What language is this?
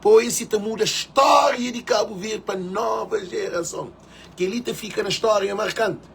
Kabuverdianu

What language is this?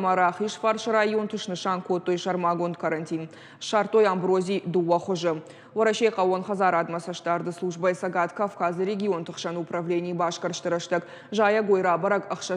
Ossetic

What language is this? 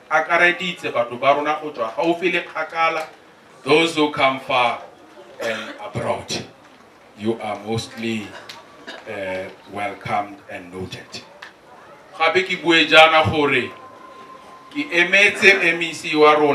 Tswana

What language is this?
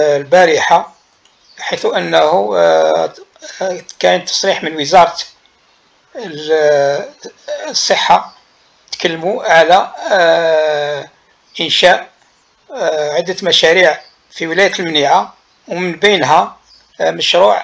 Algerian Arabic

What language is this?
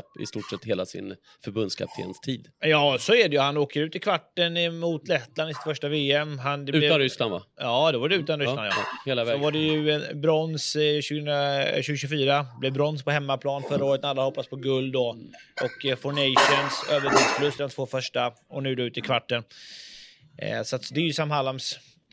Swedish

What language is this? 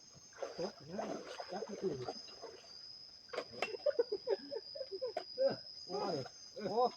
Lao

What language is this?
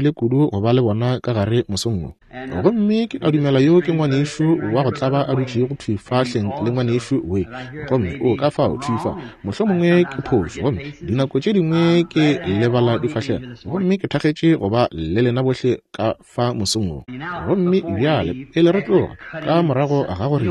Northern Sotho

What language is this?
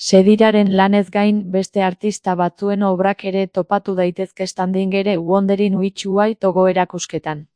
Basque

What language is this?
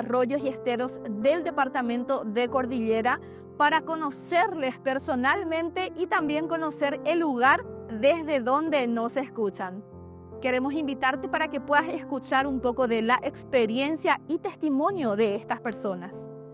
Guarani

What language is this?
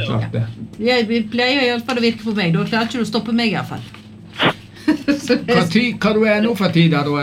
Norwegian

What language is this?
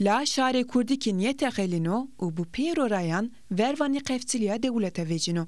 Zaza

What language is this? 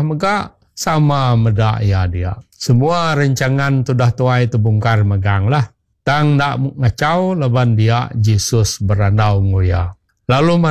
Iban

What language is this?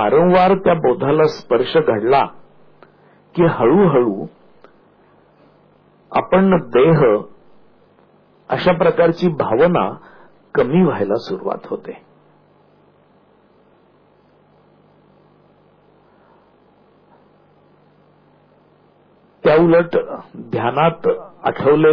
Marathi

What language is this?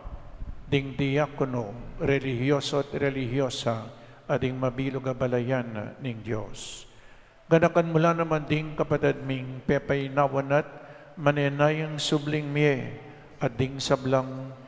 Pampanga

